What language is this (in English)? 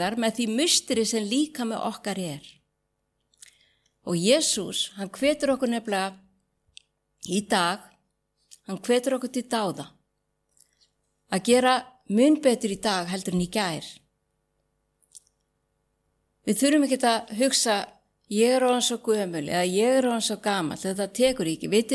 Icelandic